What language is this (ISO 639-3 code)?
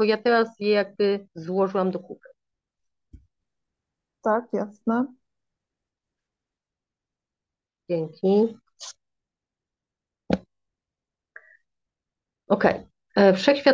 pol